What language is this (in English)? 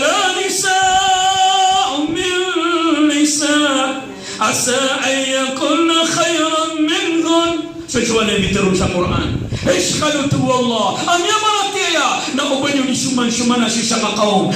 Maranao